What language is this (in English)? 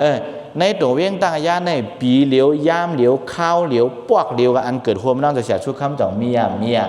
Shan